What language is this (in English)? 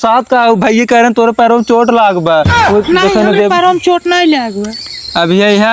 Awadhi